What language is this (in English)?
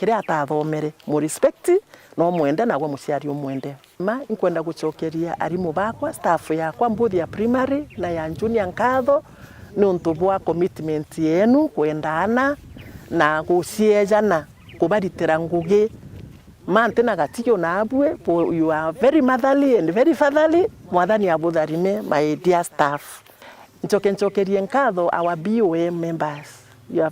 Meru